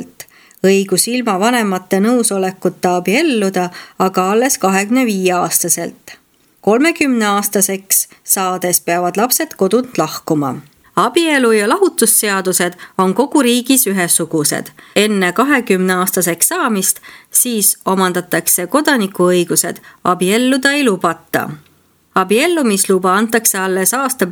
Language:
Estonian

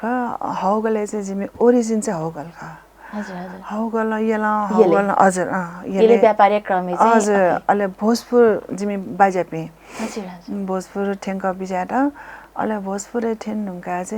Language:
Newari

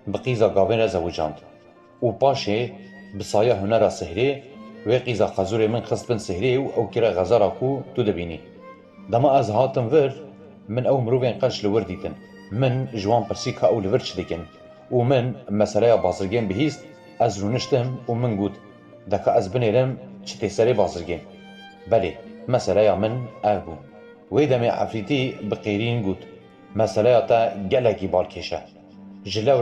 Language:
Kurdish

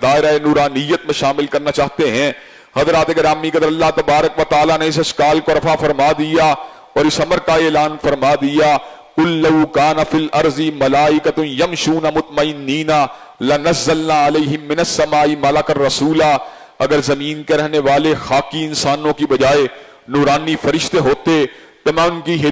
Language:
Urdu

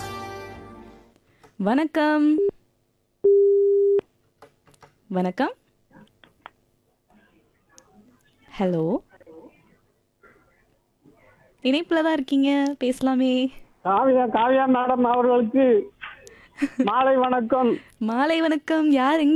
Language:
Tamil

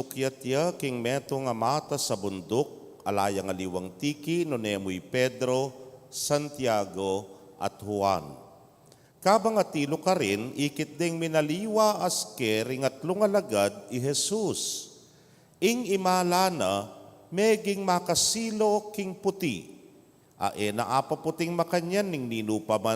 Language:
Pampanga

